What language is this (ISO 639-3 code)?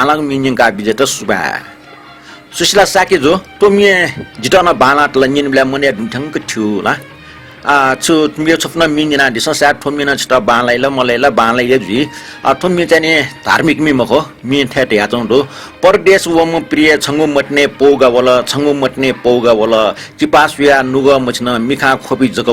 new